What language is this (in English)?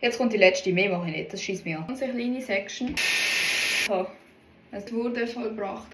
Swiss German